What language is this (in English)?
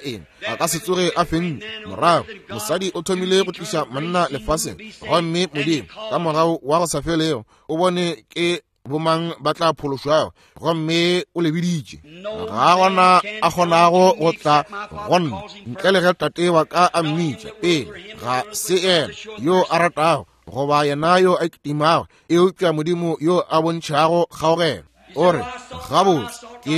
Northern Sotho